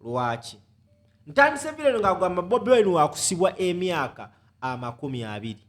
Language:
Ganda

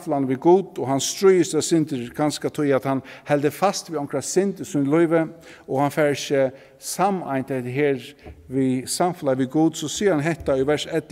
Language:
Faroese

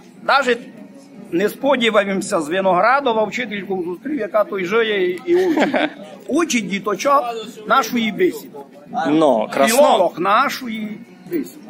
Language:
Rusyn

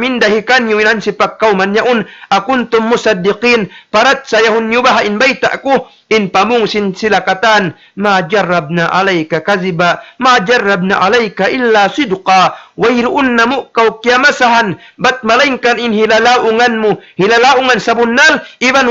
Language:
Tausug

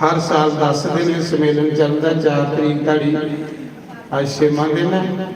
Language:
Dogri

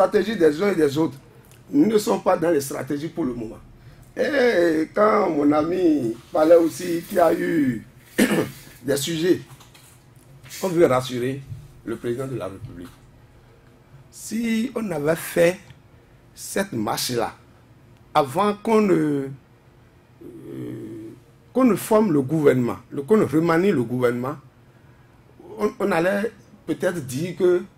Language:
French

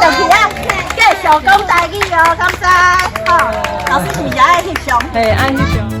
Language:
Min Nan Chinese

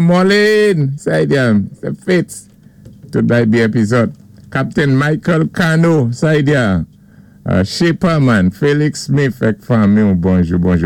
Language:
Saint Lucian Creole French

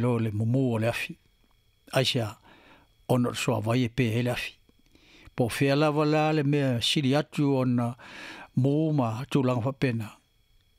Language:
Samoan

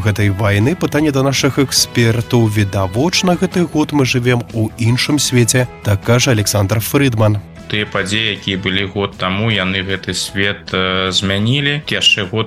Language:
Belarusian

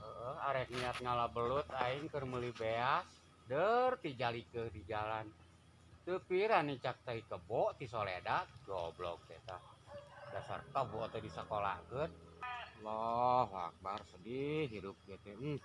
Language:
Sundanese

